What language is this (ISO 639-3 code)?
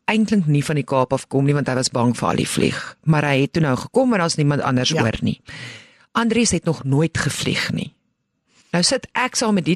afr